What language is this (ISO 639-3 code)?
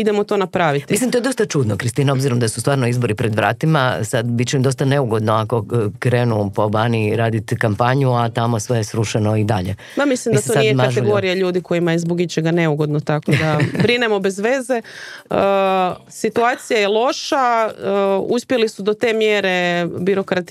hrv